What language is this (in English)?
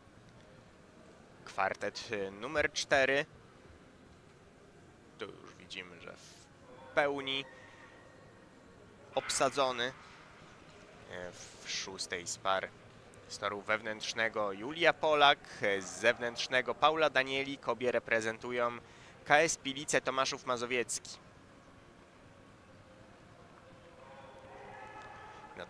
Polish